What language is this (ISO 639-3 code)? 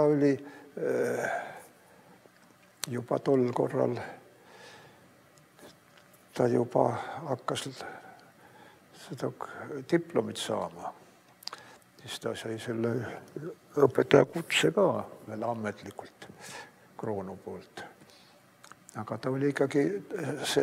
est